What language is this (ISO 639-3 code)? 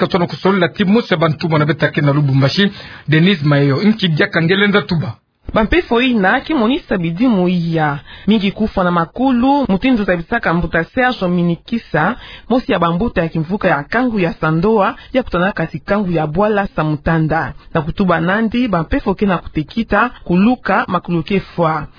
ktu